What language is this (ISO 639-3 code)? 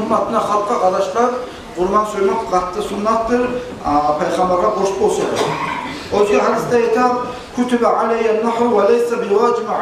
kum